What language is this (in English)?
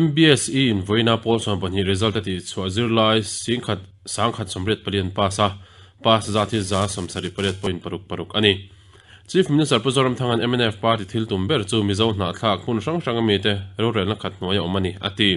Mizo